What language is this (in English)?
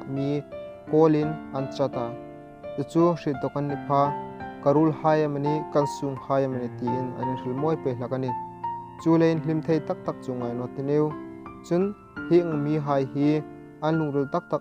Hmar